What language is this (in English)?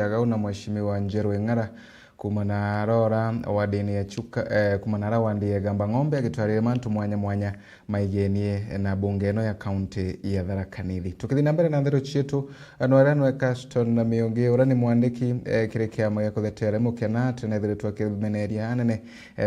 Meru